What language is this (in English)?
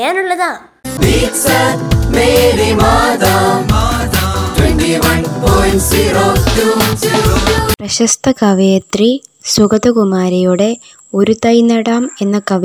Malayalam